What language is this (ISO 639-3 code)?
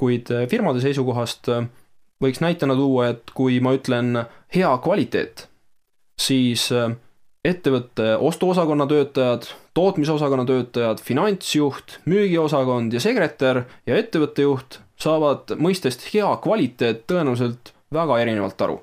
est